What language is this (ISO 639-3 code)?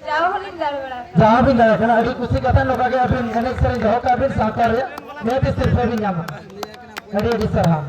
sat